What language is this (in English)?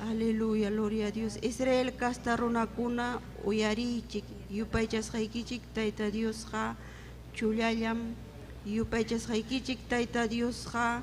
Ayacucho Quechua